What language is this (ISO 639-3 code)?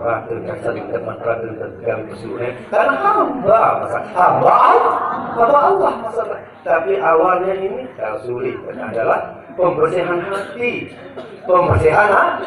sas